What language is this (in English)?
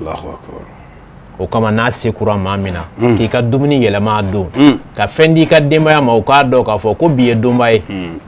Bambara